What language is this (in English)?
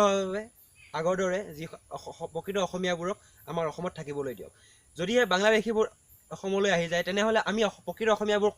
Assamese